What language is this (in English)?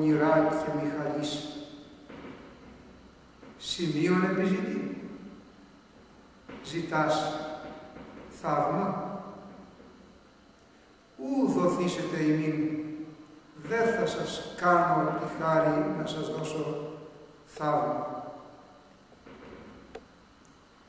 Greek